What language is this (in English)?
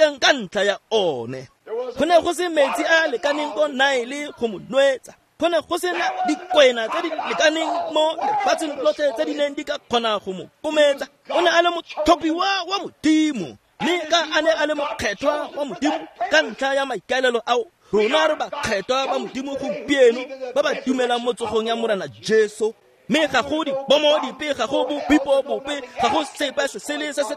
Tswana